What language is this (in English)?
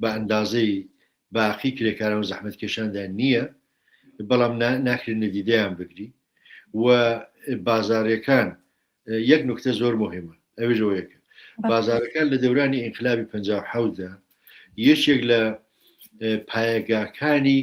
Central Kurdish